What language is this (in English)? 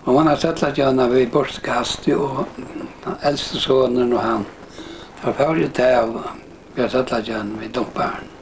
Faroese